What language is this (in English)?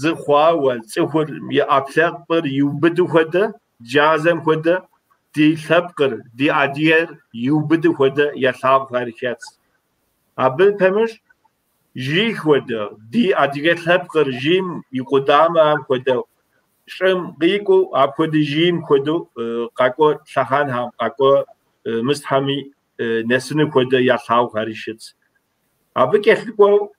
Kabardian